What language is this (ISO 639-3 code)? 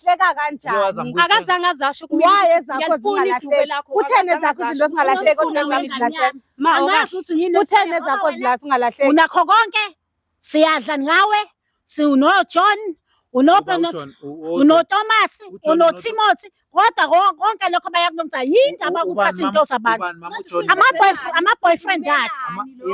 zul